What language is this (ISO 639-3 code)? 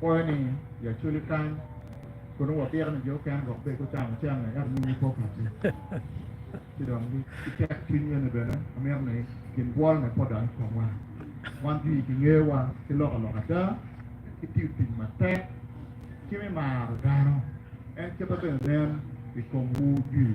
ach